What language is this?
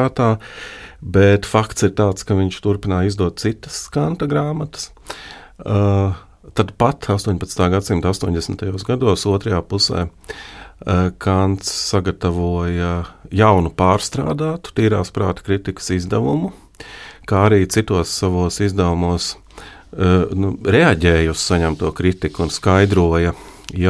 Latvian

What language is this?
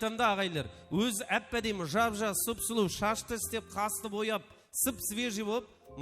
Kara-Kalpak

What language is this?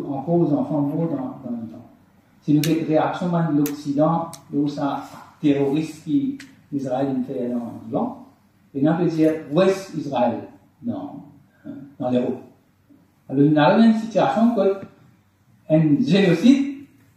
Morisyen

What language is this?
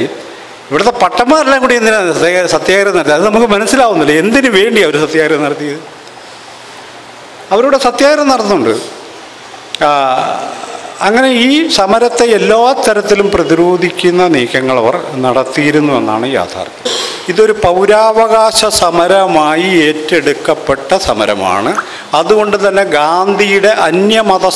Malayalam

